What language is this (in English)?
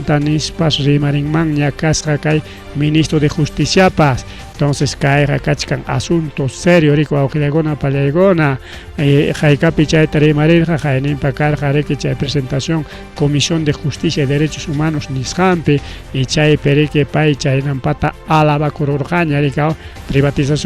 Ayacucho Quechua